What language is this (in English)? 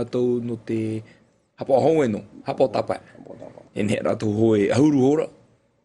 Tahitian